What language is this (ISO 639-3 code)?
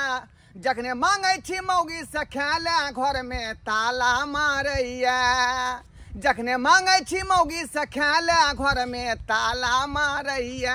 mai